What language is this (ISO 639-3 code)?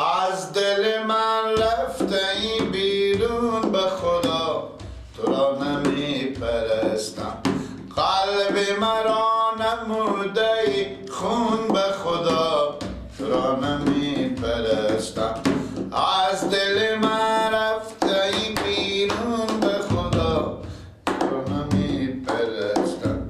fas